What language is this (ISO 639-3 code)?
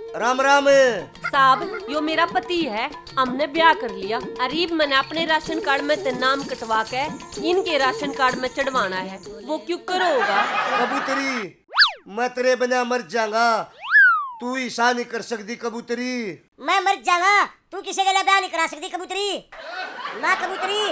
bgc